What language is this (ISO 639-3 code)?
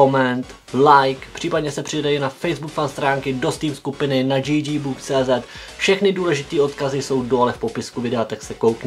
ces